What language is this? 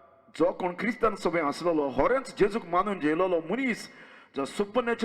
Konkani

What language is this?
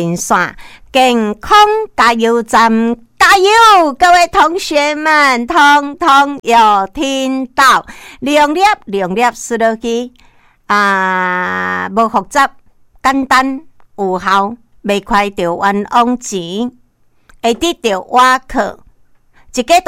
Min Nan Chinese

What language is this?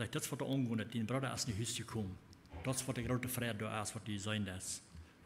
Plautdietsch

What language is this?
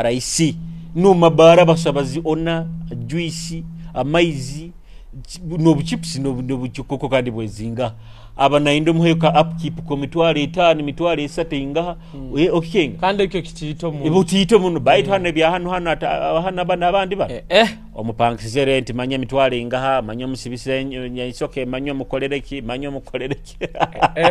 Nyoro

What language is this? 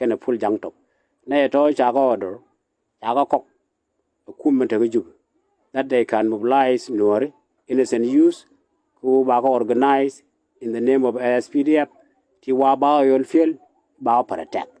Nuer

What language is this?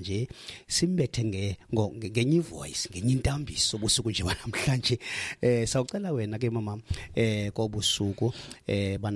Xhosa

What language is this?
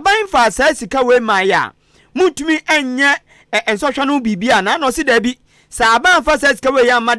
Akan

